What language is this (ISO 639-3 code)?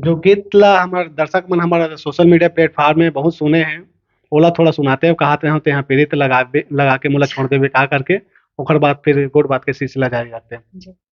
hne